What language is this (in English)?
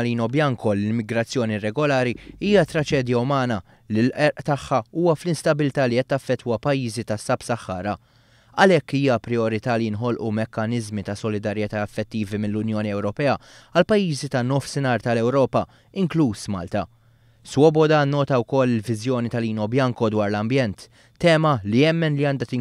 Maltese